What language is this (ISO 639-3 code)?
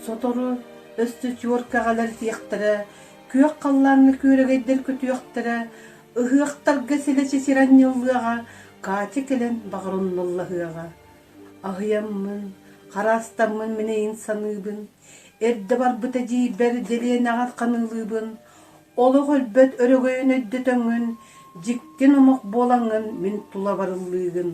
sah